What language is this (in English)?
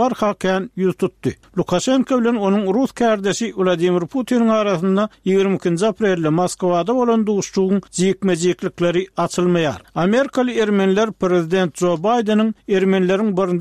Turkmen